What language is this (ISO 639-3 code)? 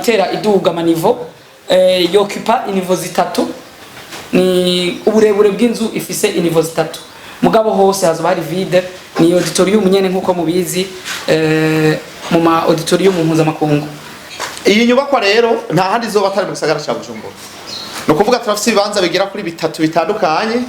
run